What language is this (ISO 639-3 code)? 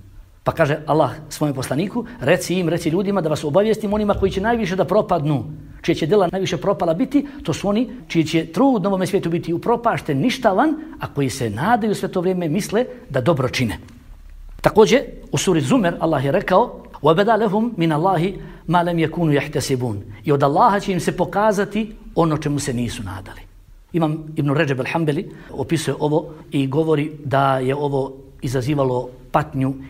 bos